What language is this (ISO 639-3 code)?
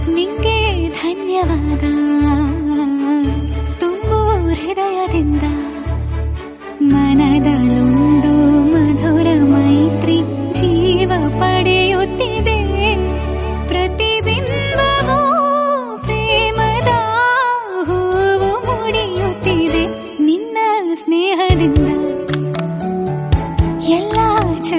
kan